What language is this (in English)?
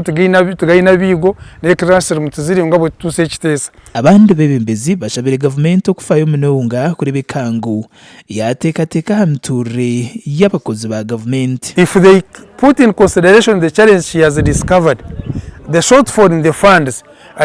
Nyankole